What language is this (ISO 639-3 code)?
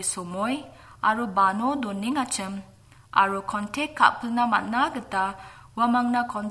grt